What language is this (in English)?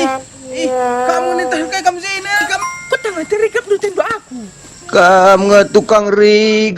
Batak Karo